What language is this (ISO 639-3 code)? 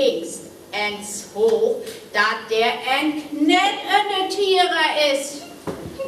frr